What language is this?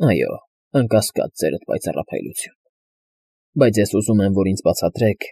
Armenian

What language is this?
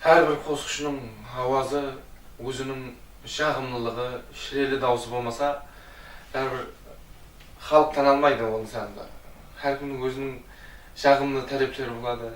Kara-Kalpak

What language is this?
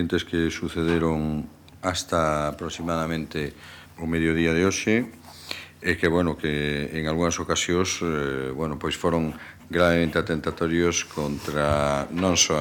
Galician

